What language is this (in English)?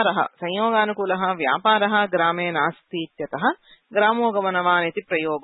Sanskrit